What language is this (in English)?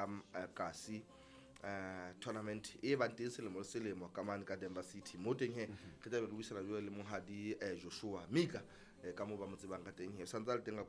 Southern Sotho